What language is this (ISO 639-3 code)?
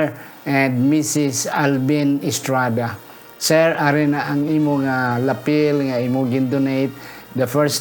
hil